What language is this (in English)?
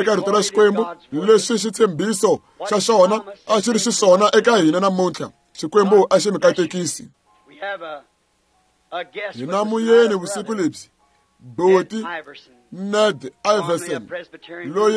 Tsonga